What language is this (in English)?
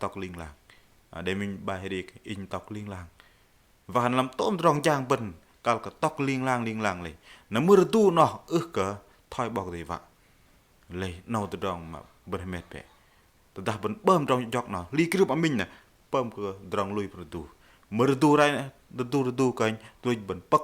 Bahnar